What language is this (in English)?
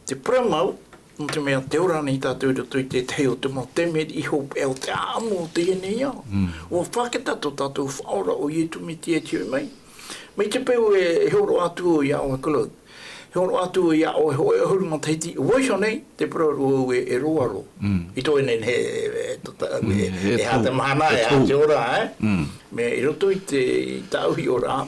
Tahitian